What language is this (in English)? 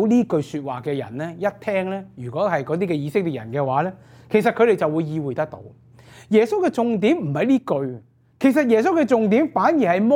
Cantonese